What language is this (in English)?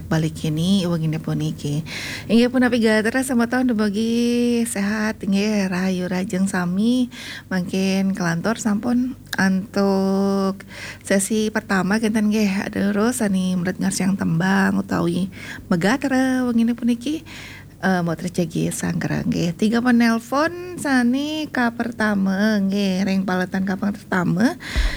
Balinese